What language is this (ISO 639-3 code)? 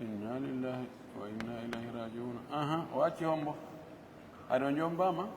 ful